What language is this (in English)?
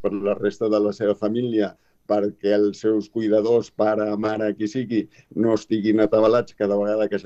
Catalan